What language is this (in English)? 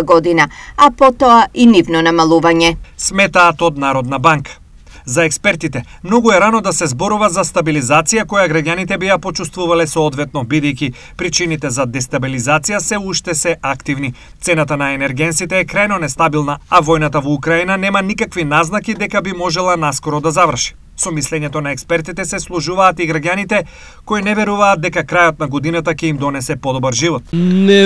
Macedonian